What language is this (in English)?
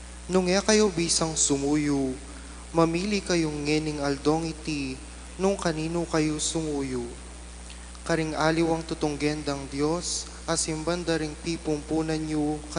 Pampanga